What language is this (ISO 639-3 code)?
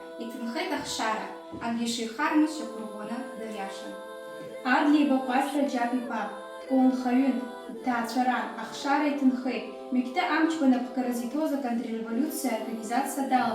abk